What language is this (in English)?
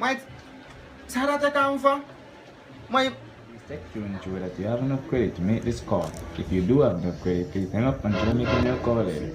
Jamaican Creole English